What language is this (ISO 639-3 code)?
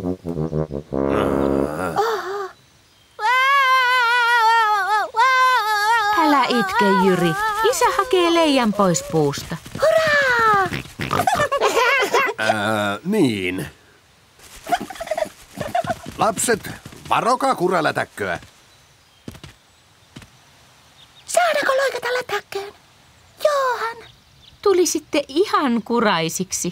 fin